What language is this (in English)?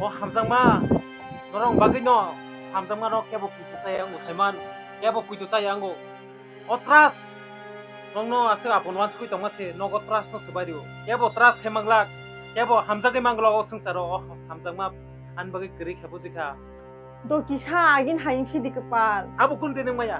Kok Borok